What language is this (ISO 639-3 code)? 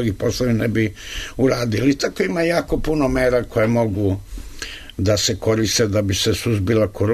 srp